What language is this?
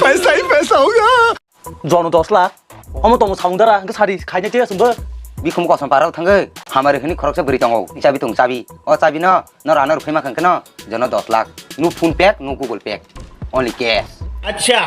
Kok Borok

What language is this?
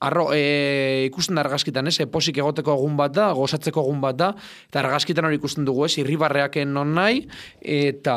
Basque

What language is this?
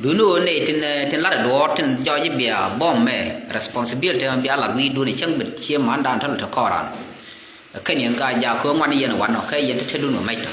Nuer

